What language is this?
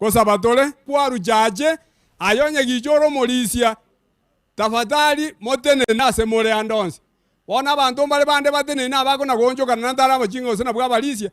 Gusii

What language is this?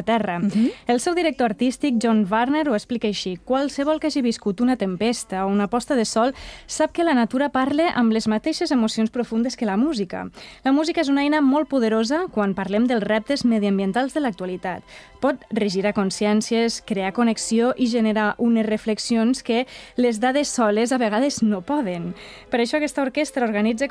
Catalan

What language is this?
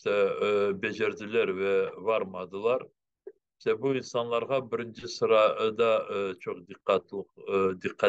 Crimean Tatar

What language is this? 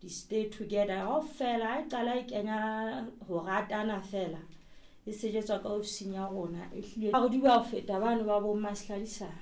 Southern Sotho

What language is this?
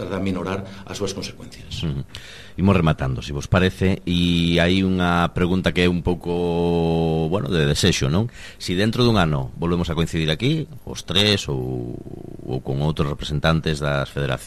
Galician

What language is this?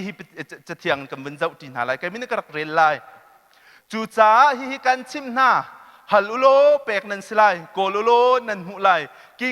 Hakha Chin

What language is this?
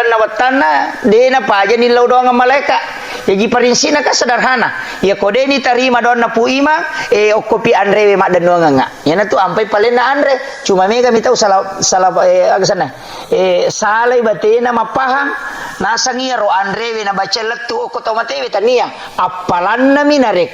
Buginese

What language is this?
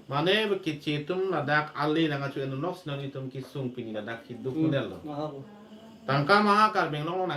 Karbi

